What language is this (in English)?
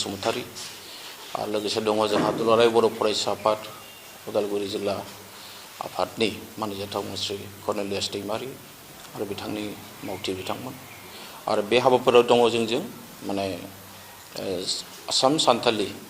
Bodo